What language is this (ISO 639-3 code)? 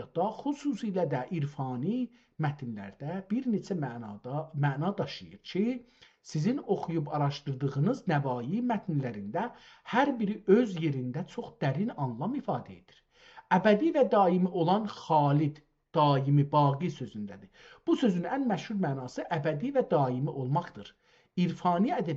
azb